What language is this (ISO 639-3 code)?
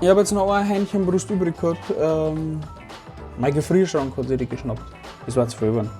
bar